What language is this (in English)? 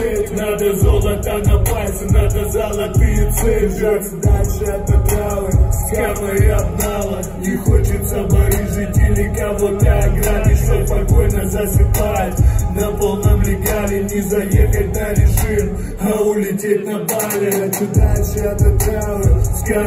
Russian